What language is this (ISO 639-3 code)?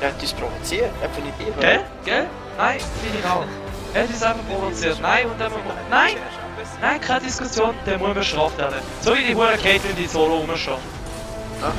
gsw